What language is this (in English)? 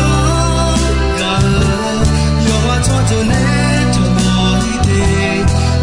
Akha